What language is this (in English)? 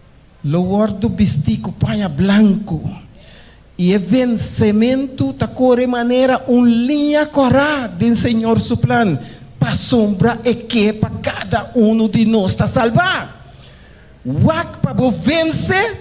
Papiamento